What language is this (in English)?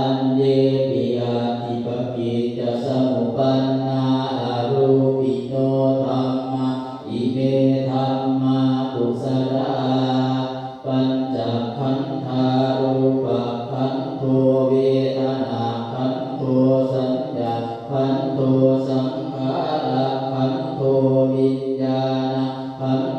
Pali